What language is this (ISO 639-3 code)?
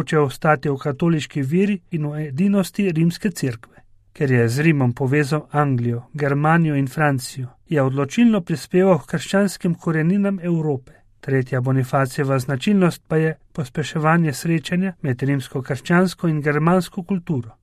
slv